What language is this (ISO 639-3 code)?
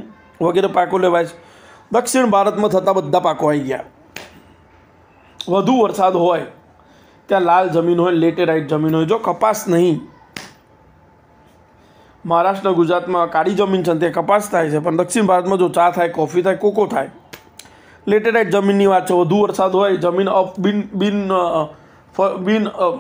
guj